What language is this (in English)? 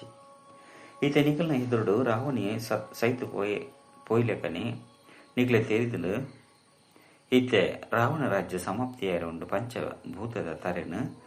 Tulu